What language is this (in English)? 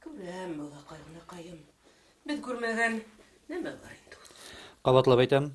Bashkir